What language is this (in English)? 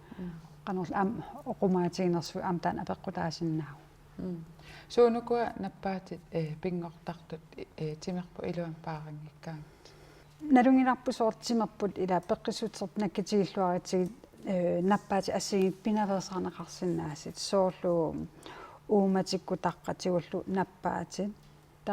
Kalaallisut